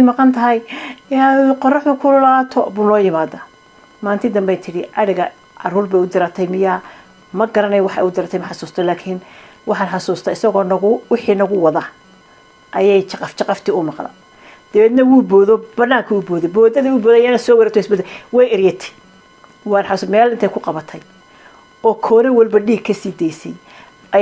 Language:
Somali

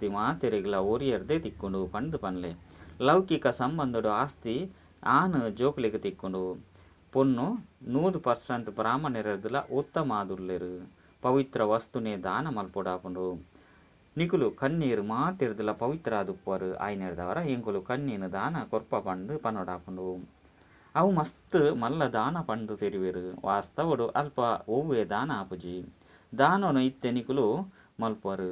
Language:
Tulu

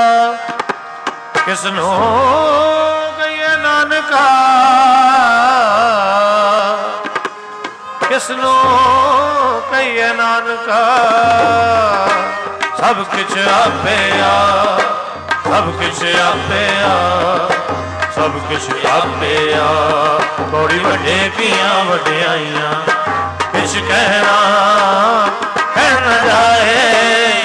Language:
Punjabi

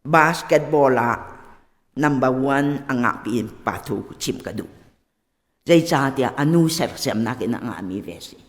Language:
Hakha Chin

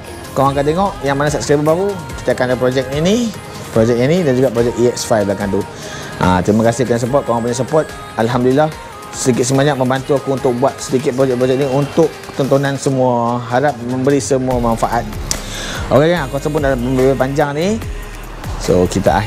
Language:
Malay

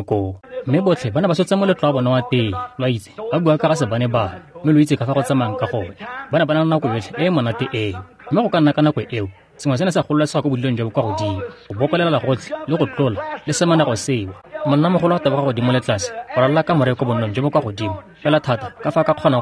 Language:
Tswana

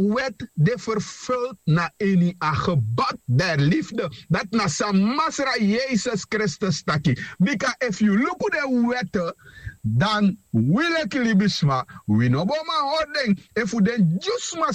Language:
Sranan Tongo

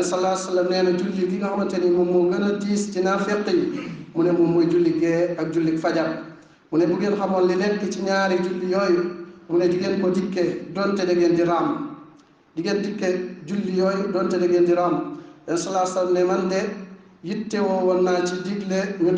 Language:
Wolof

